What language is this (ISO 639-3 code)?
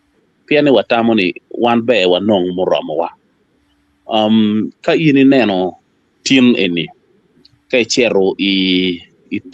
ach